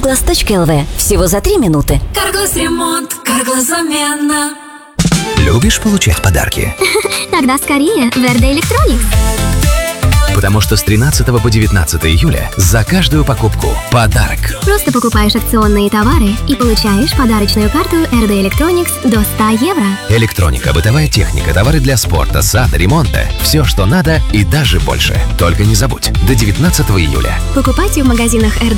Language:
Russian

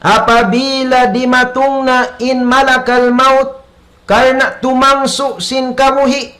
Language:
Tausug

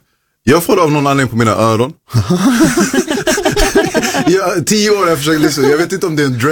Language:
Swedish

